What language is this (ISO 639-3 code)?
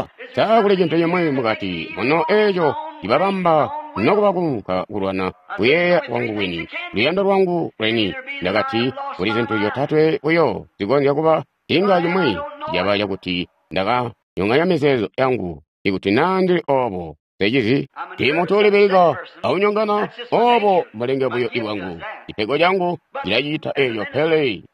toi